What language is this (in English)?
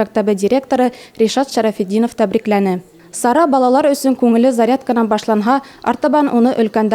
Bashkir